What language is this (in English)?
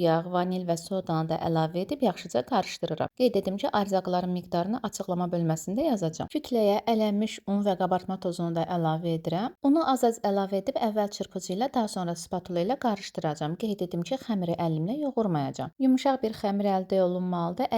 Azerbaijani